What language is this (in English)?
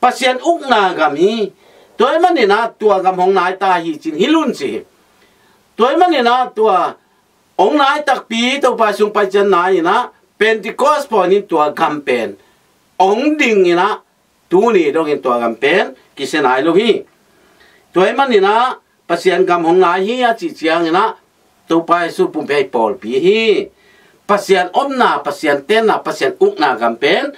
Tedim Chin